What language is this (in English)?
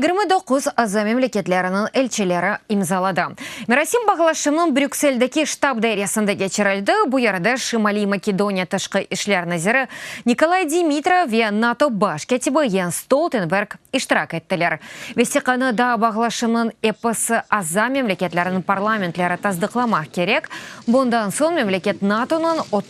Crimean Tatar